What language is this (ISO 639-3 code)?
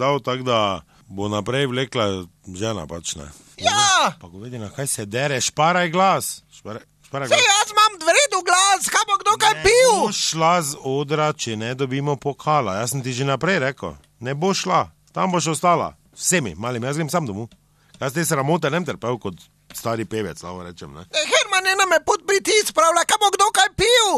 slv